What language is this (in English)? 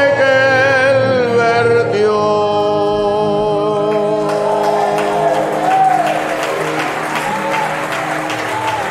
Spanish